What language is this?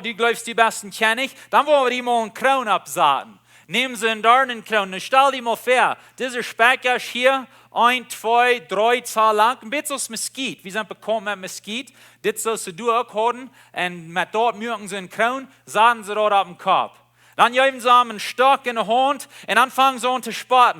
Plautdietsch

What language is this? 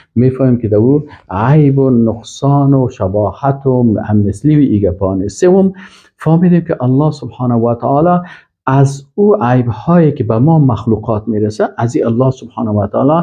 Persian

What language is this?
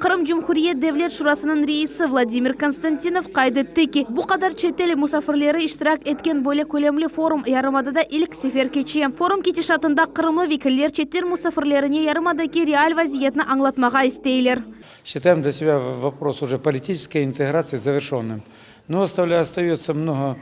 Crimean Tatar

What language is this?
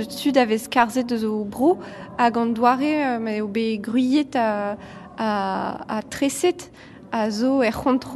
Breton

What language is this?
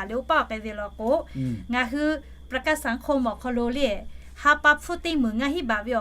Lahu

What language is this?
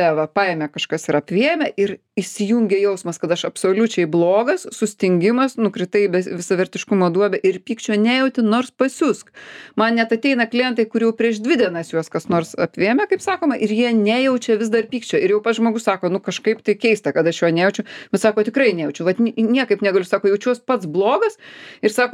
Lithuanian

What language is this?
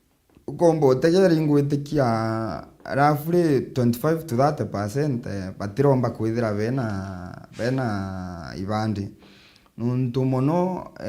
Meru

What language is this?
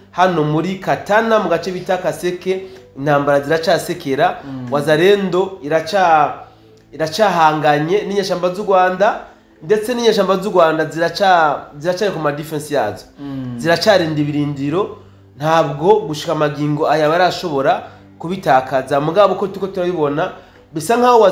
Rundi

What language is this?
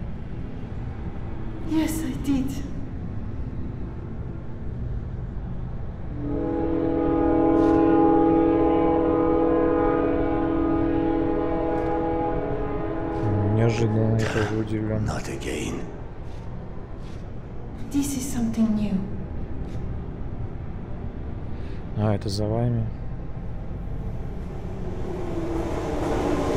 Russian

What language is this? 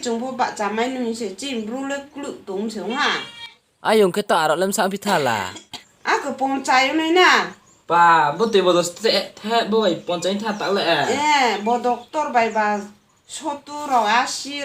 Riang (India)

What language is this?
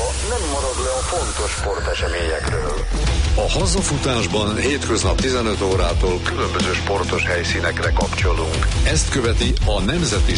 Hungarian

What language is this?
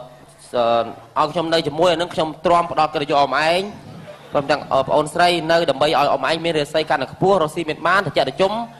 Khmer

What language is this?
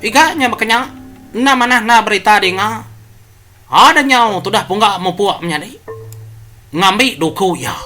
Iban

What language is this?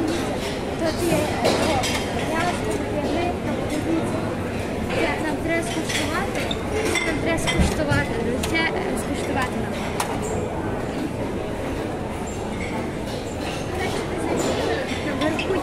Ukrainian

